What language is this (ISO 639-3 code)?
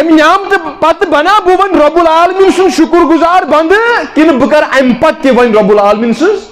kas